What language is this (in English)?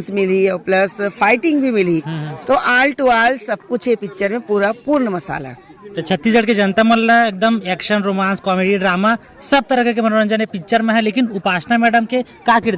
Chhattisgarhi